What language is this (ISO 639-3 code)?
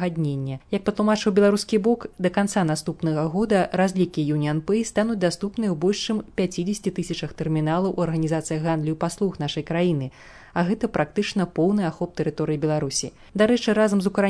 bel